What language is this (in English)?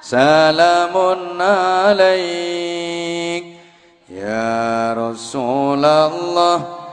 Javanese